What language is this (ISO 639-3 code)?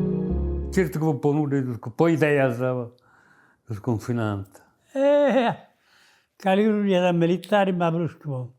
srd